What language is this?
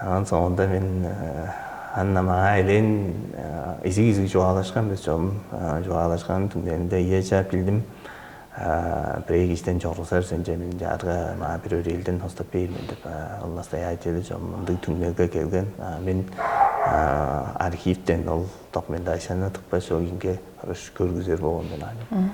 Tuvinian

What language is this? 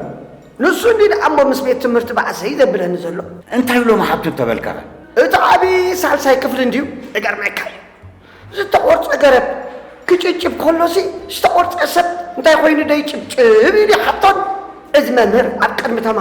Tigrinya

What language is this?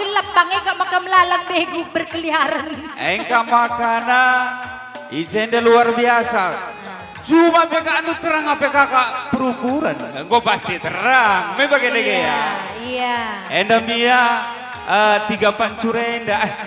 Batak Karo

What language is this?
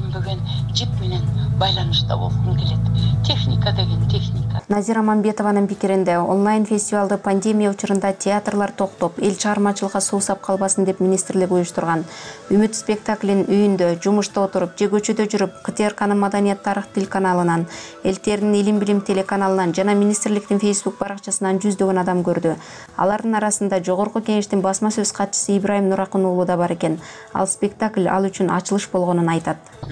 Kyrgyz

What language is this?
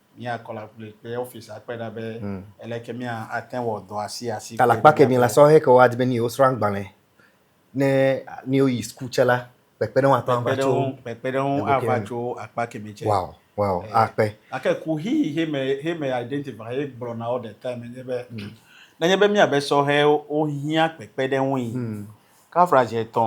Ewe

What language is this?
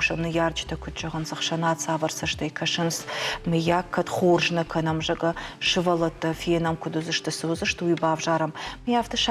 Ossetic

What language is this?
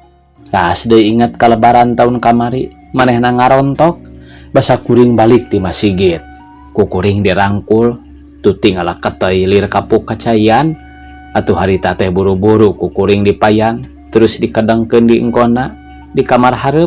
Sundanese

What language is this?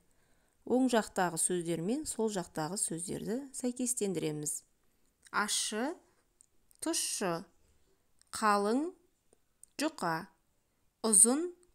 Kazakh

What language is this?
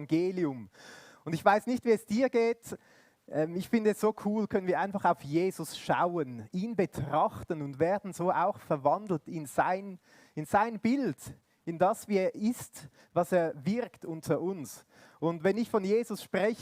Swiss German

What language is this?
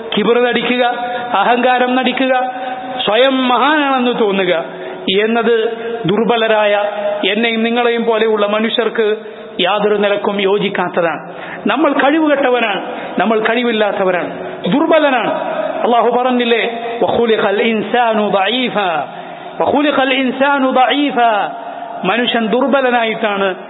Malayalam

